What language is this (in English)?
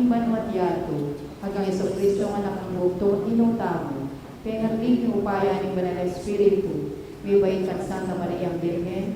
Pampanga